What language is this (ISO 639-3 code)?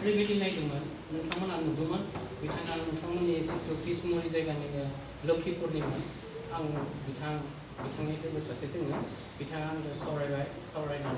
brx